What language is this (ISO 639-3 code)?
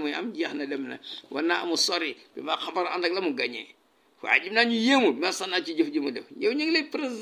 wol